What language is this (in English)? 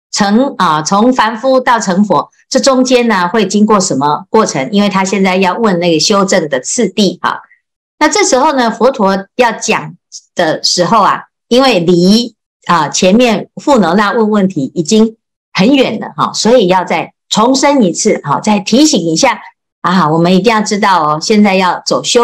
Chinese